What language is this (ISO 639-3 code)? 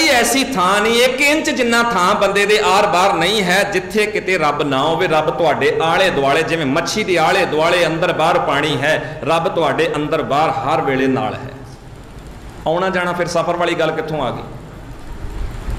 pan